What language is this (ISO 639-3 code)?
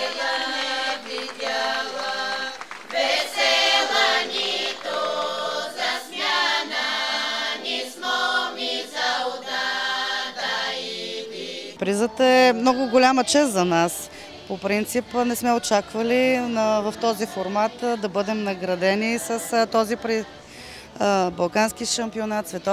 bul